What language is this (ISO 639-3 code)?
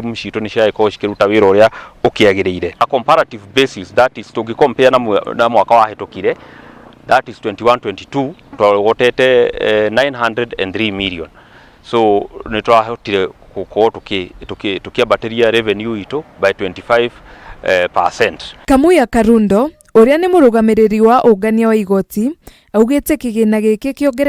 kik